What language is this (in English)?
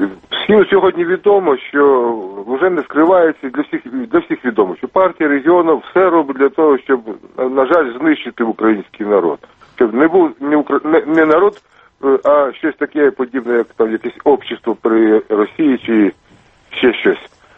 Ukrainian